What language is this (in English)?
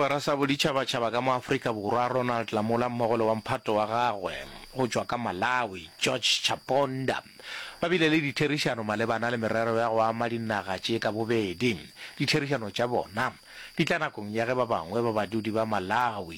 Northern Sotho